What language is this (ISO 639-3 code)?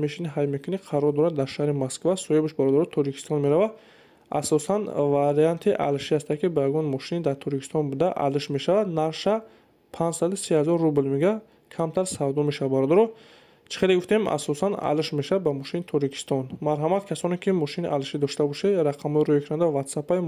tgk